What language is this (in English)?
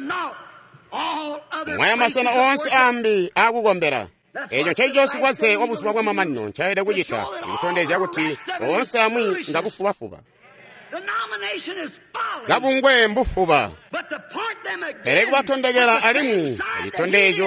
Tonga (Zambia)